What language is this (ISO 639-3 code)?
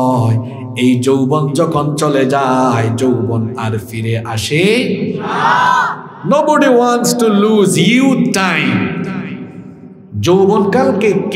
ben